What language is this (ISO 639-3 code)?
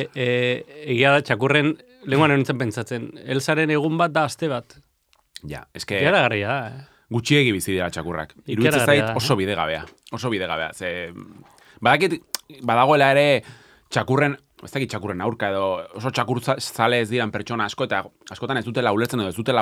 eus